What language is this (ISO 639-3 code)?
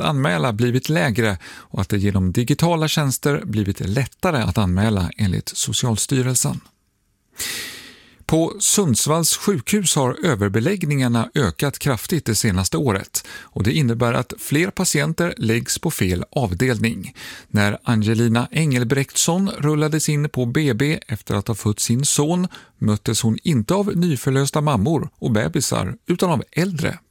swe